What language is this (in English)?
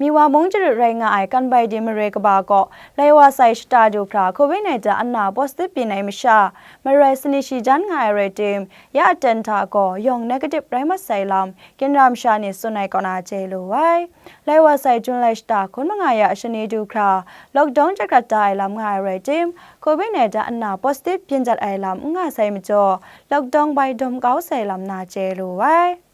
Kachin